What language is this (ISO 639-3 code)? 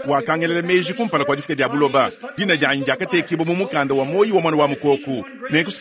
lua